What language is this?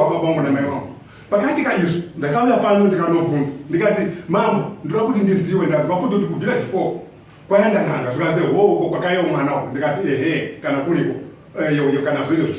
Shona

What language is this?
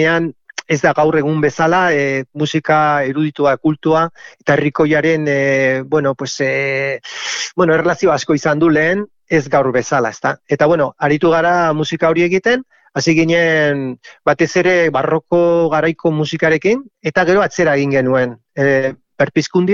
Basque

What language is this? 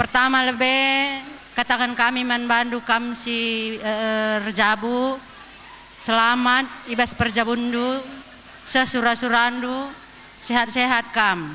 Batak Karo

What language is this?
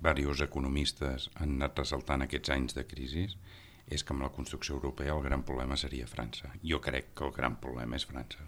Catalan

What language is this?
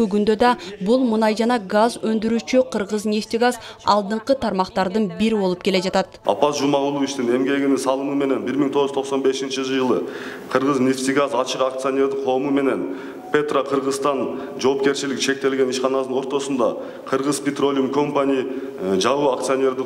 Kyrgyz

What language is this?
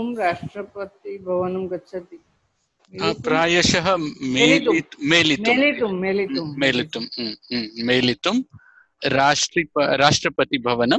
Sanskrit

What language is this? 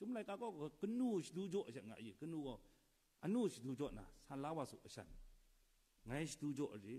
Kachin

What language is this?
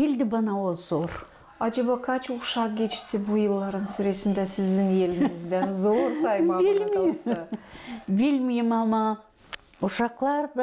Gagauz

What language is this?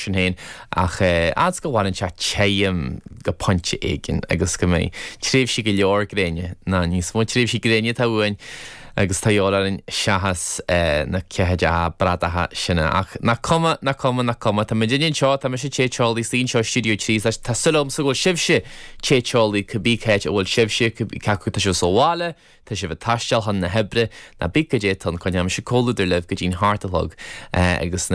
Irish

